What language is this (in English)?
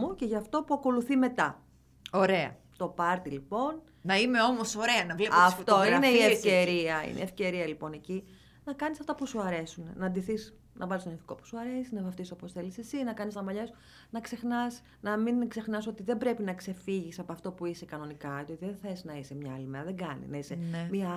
Greek